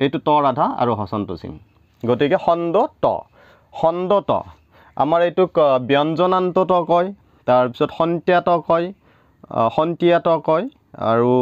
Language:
Assamese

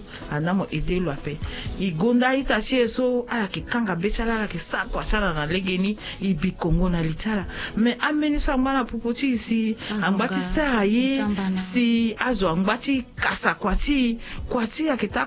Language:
Sango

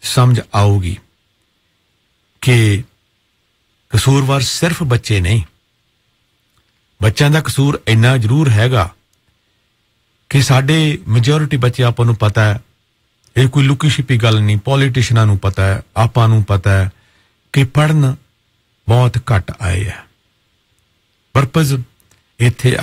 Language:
Punjabi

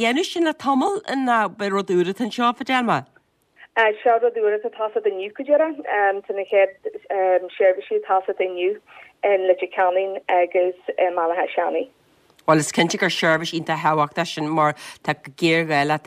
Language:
Irish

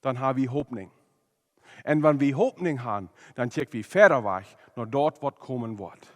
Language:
Plautdietsch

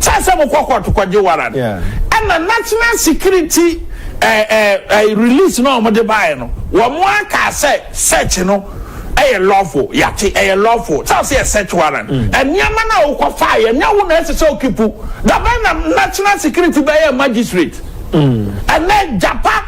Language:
Akan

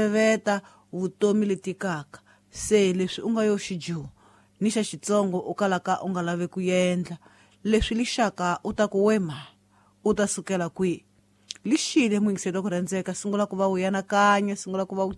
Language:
Tsonga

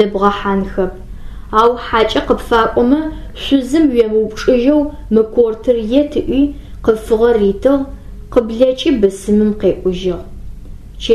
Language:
Adyghe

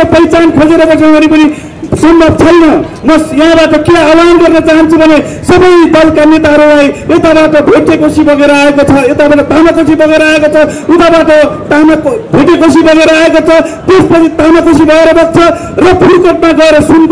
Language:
Nepali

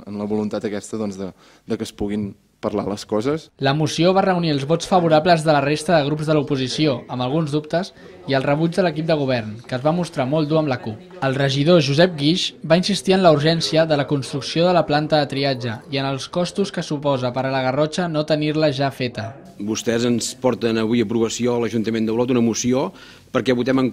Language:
Catalan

